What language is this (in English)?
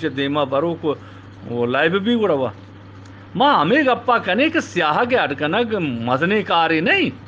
Eastern Balochi